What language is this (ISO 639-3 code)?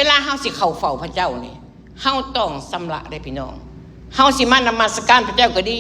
lao